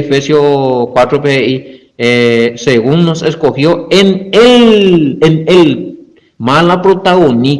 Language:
Guarani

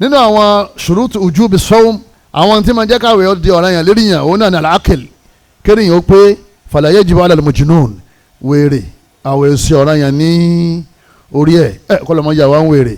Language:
Yoruba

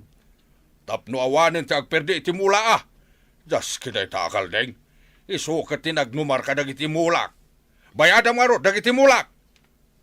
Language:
Iloko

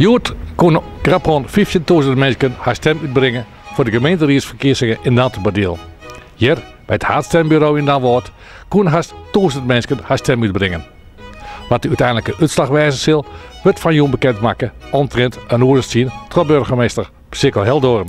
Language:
Western Frisian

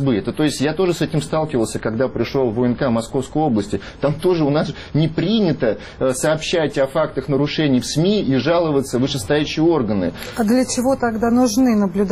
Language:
Russian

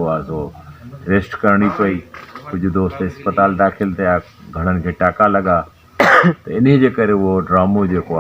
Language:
Sindhi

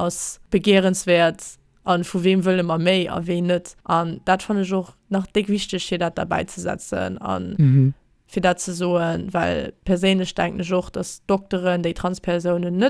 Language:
Luxembourgish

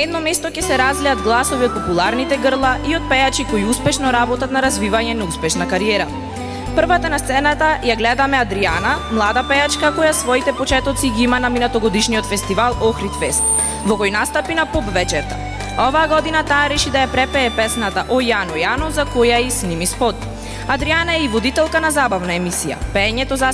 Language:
Macedonian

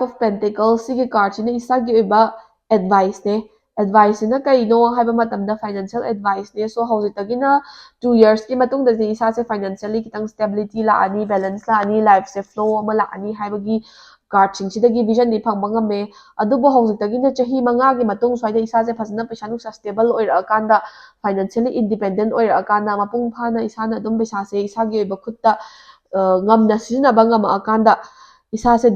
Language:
Manipuri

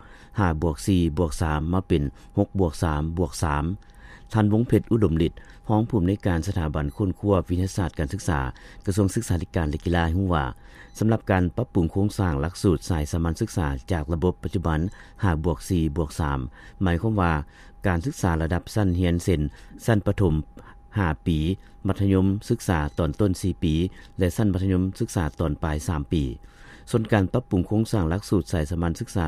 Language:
Lao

